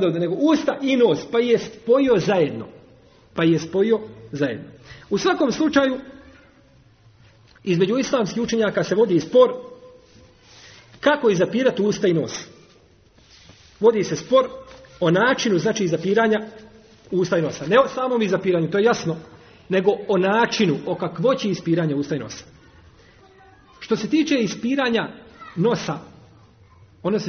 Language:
Bosnian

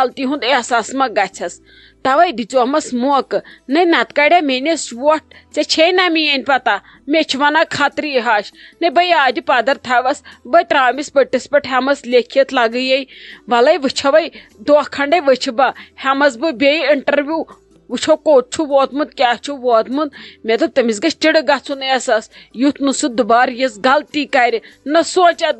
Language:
Kashmiri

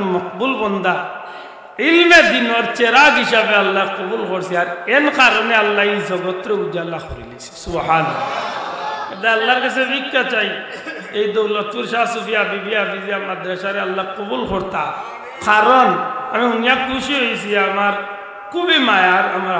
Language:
Sylheti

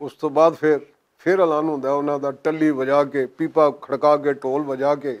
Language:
Western Panjabi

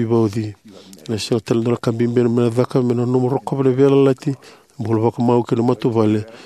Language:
Fijian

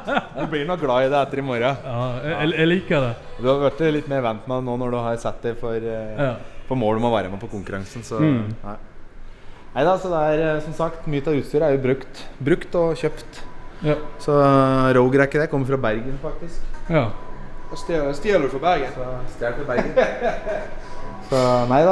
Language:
Norwegian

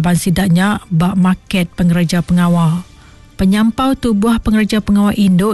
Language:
Iban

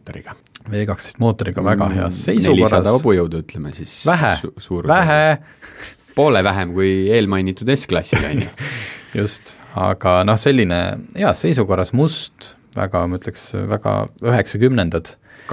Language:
Estonian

